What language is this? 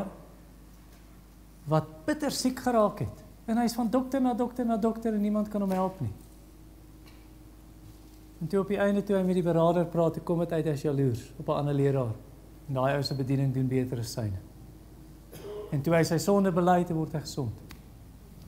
Afrikaans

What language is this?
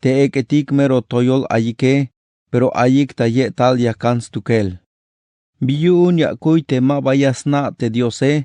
Tzeltal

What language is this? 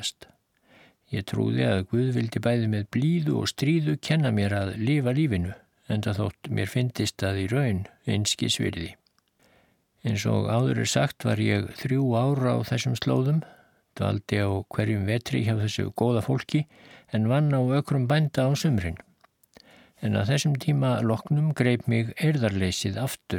Icelandic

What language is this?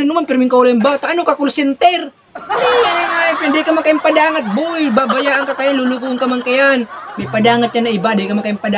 Bikol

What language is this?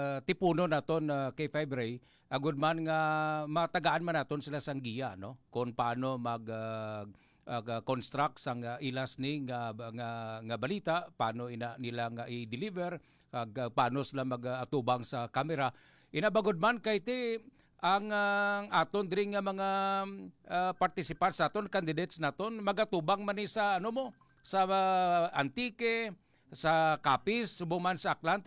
Hiligaynon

